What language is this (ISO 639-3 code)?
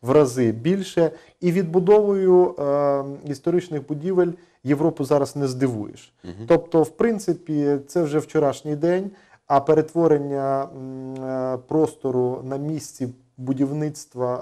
ukr